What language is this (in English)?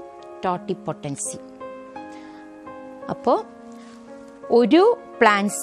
Malayalam